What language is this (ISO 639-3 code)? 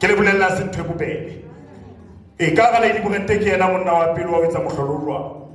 sot